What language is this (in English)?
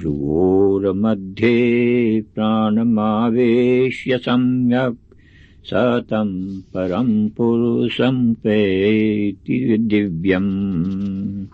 Sanskrit